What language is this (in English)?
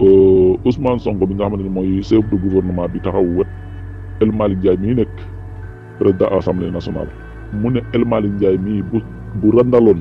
Wolof